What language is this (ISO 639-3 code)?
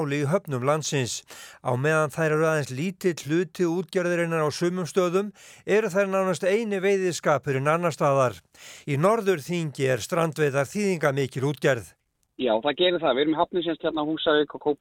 isl